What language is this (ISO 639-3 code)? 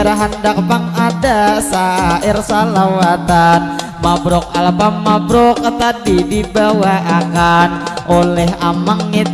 bjn